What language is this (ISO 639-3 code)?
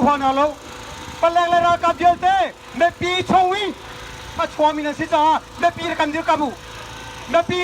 cnh